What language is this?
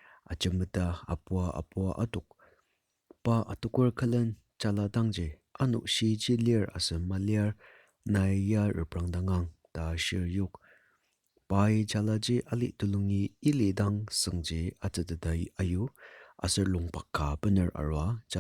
Ao Naga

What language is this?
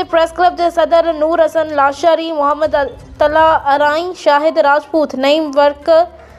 Sindhi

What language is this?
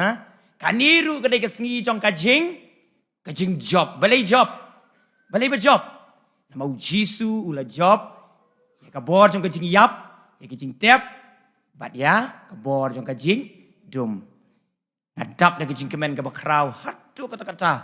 Khasi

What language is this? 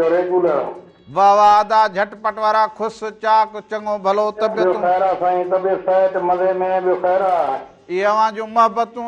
Sindhi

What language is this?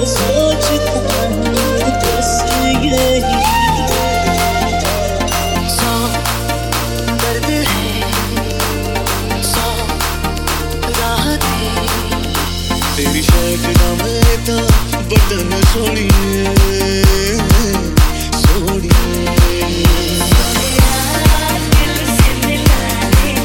Hindi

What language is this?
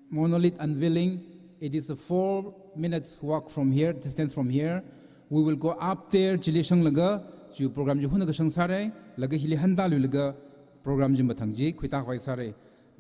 Tangkhul Naga (India)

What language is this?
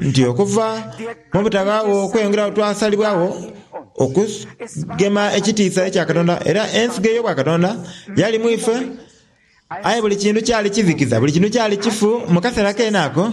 Soga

